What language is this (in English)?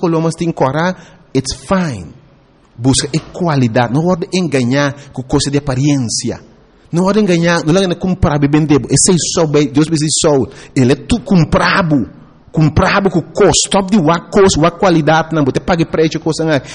Papiamento